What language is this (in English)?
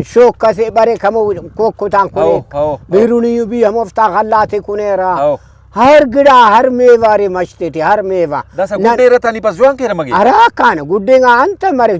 Brahui